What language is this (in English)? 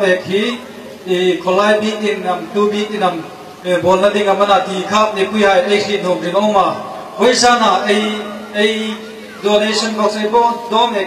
Hmar